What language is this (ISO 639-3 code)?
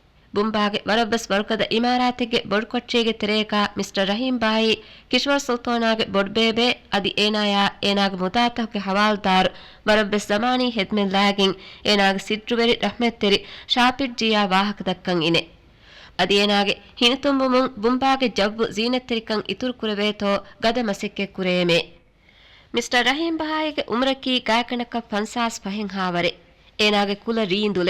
div